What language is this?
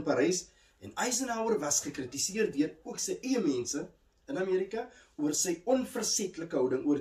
Afrikaans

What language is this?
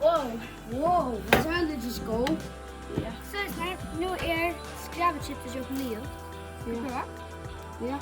Faroese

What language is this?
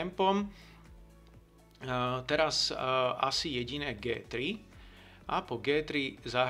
Slovak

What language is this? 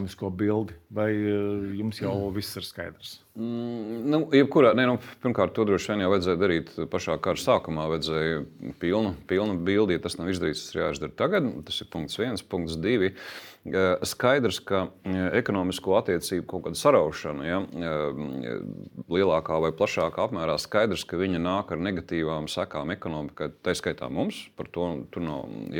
Latvian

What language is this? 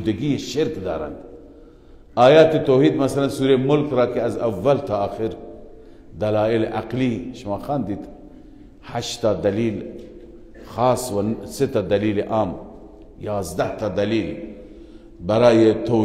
Persian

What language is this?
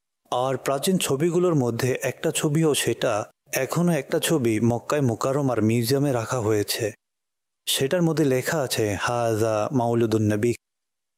Bangla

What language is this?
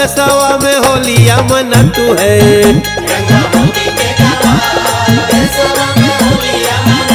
Bhojpuri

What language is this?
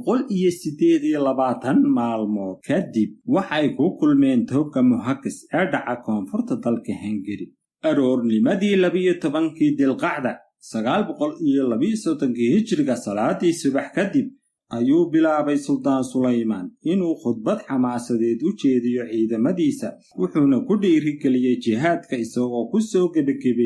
Somali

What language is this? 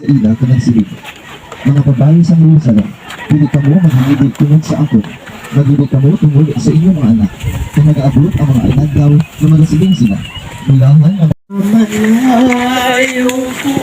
Hiligaynon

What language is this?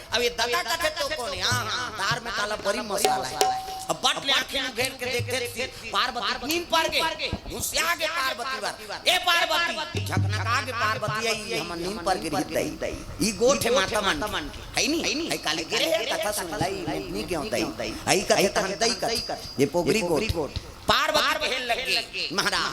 Chhattisgarhi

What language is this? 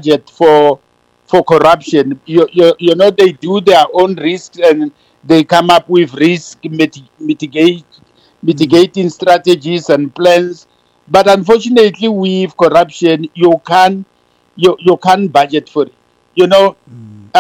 English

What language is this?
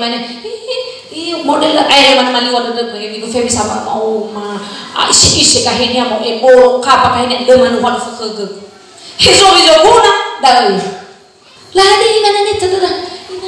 Nias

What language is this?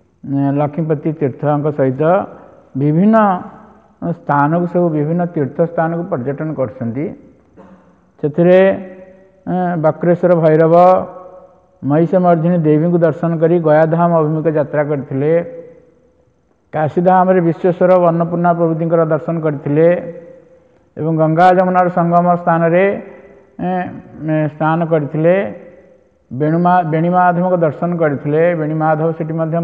Odia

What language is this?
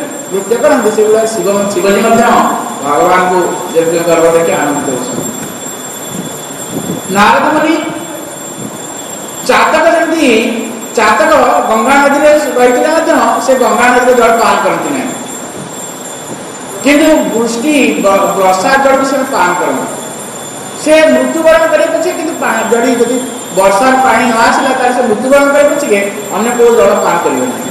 Odia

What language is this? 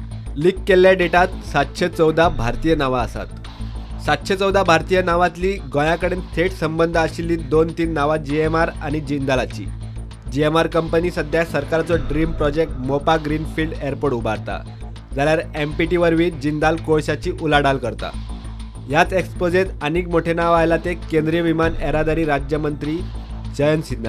Konkani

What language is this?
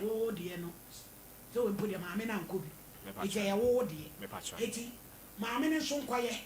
Akan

